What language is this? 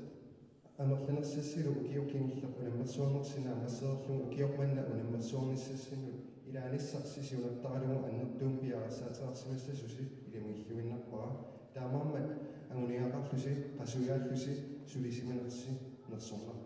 Kalaallisut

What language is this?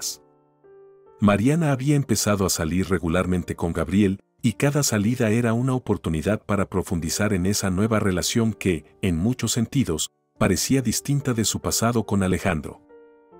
Spanish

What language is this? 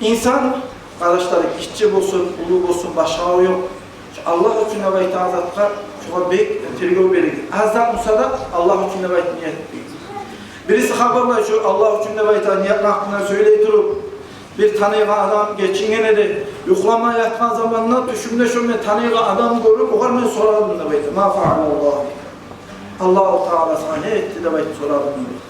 Kumyk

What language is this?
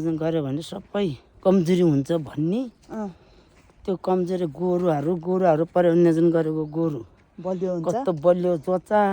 Nepali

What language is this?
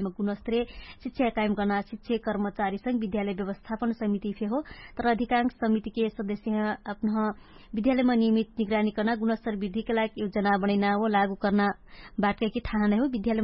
Dangaura Tharu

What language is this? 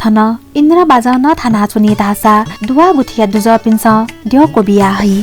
Newari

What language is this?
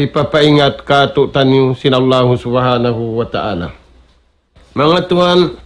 Tausug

